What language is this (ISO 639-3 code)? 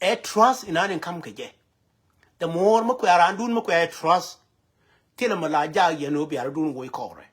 nus